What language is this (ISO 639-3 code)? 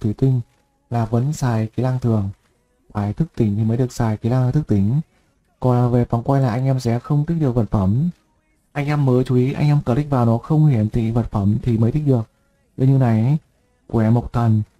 vie